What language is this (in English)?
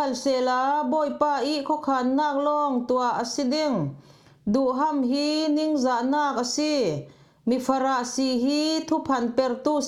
Falam Chin